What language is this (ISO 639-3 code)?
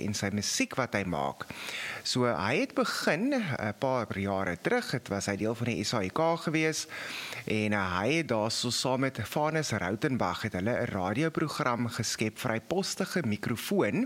afr